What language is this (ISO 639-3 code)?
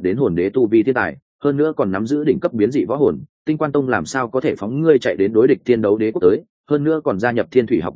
vie